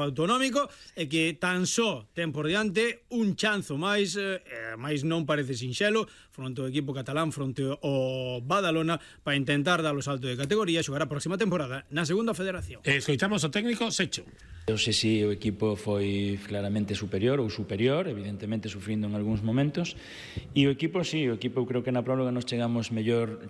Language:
Galician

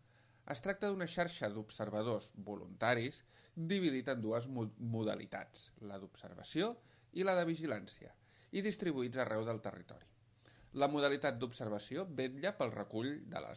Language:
Catalan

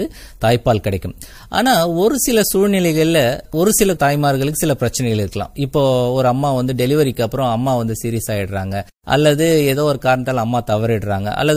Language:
Tamil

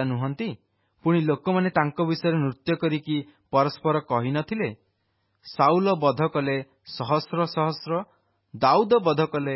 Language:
Odia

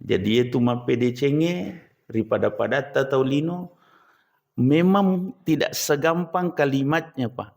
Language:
Buginese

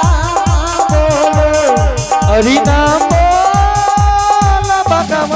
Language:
Angika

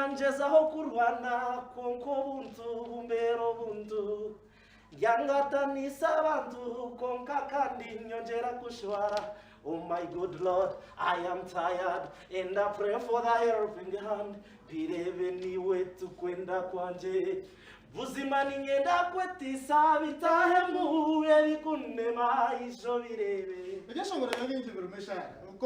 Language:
Nyankole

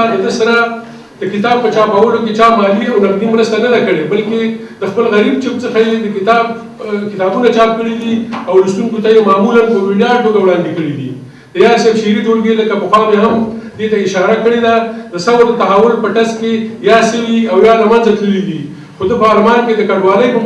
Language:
Pashto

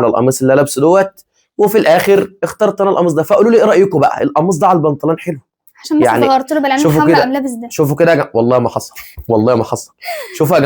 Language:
Egyptian Arabic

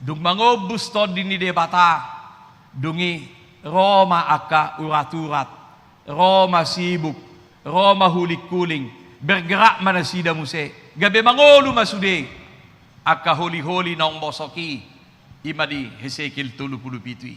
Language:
Batak Toba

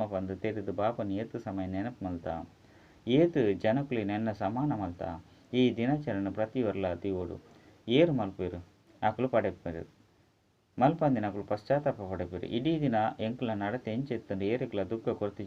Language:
Tulu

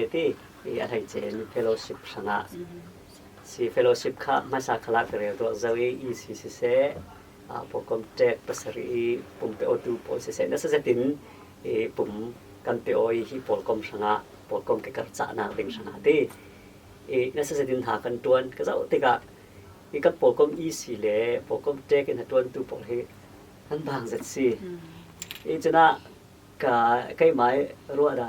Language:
Falam Chin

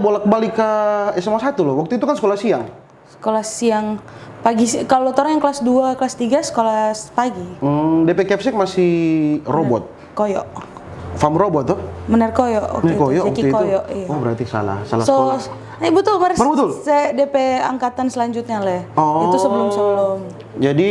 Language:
Manado Malay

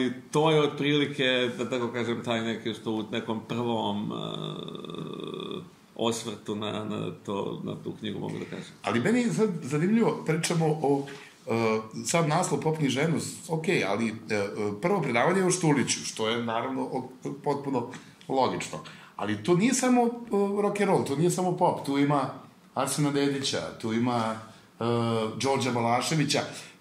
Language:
Serbian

